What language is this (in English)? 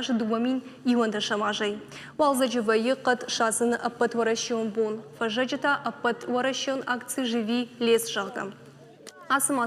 Ossetic